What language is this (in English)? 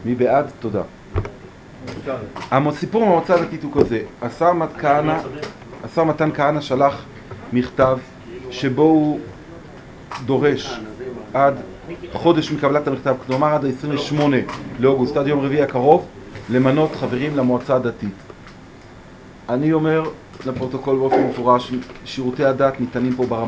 Hebrew